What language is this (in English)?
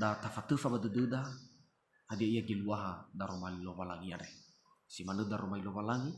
Nias